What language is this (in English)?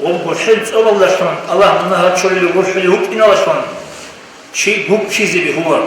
Avaric